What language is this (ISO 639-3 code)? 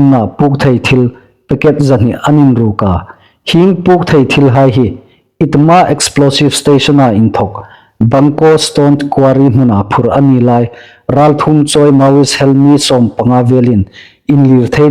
hmr